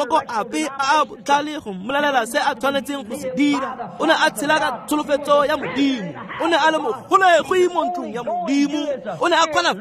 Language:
Tswana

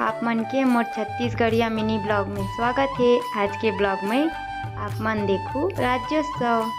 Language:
Chhattisgarhi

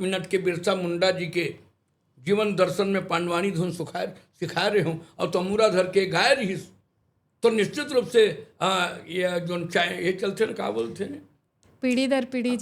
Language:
Chhattisgarhi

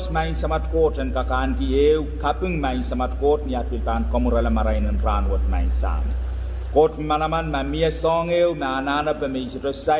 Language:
Pohnpeian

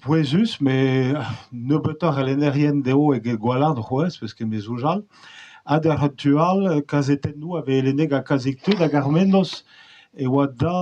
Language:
Breton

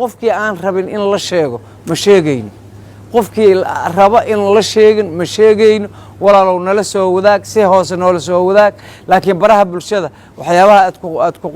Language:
Somali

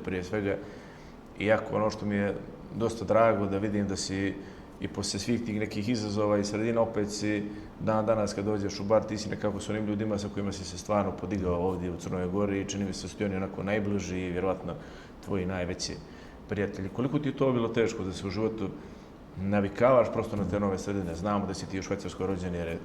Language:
Bosnian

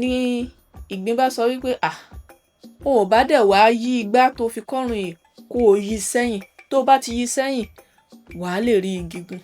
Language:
Yoruba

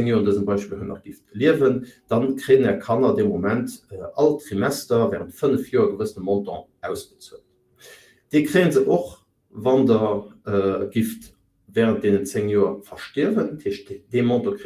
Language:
Luxembourgish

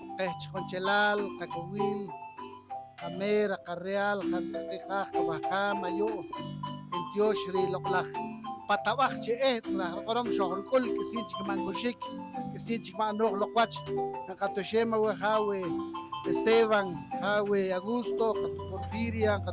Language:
Poqomchi'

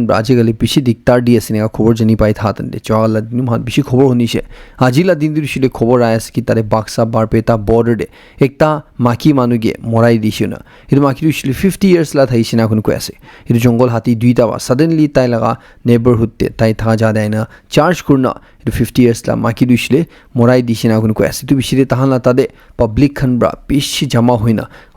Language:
Naga Pidgin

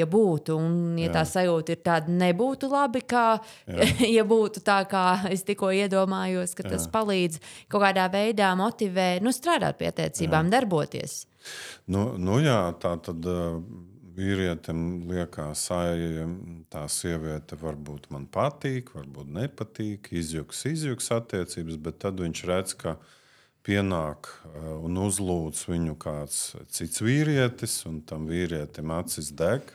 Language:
Latvian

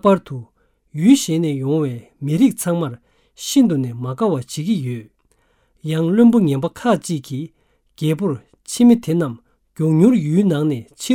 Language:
Tibetan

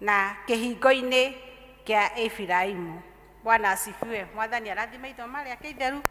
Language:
Kikuyu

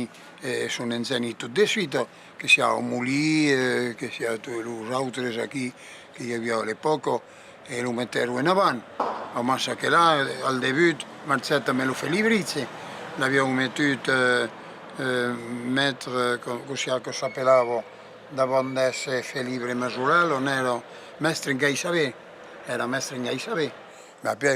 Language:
Occitan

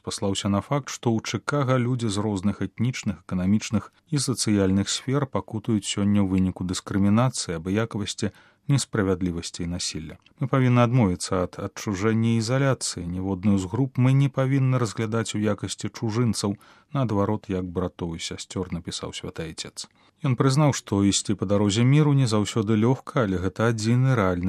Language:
Belarusian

